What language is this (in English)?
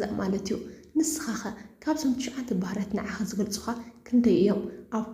Tigrinya